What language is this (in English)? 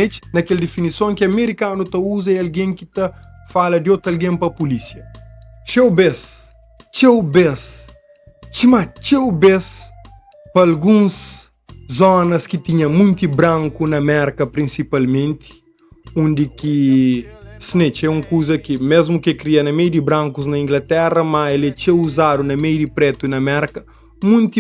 Kabuverdianu